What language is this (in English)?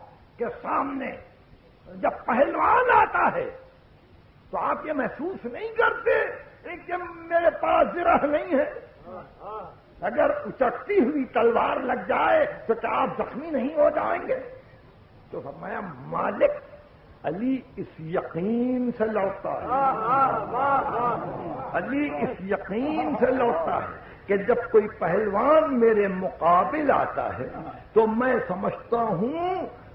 Urdu